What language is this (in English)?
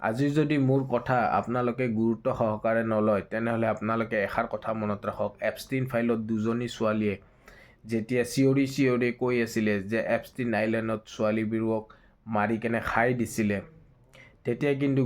Assamese